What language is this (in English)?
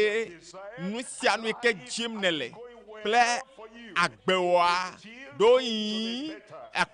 Ewe